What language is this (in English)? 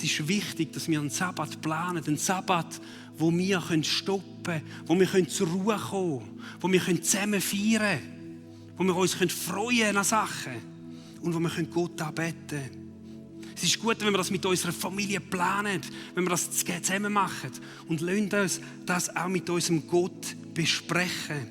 Swiss German